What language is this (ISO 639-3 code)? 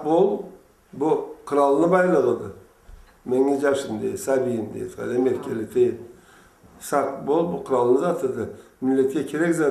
krc